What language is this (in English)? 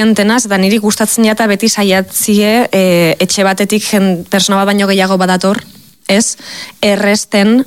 Basque